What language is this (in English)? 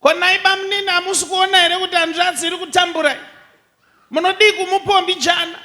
Shona